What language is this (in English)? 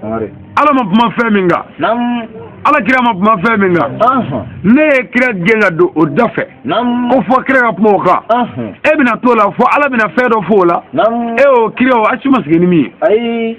Bambara